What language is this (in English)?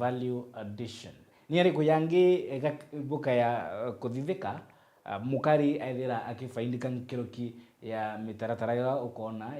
Meru